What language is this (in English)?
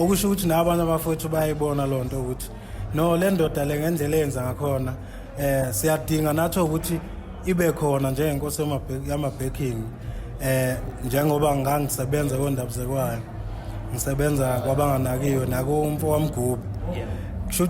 Zulu